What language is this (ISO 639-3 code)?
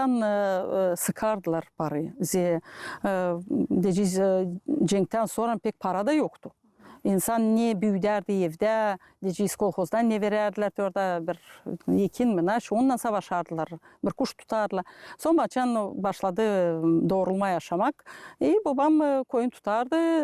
gag